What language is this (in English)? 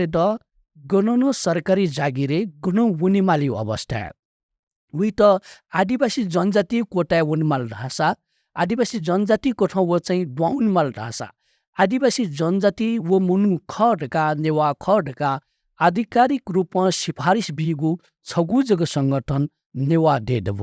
Newari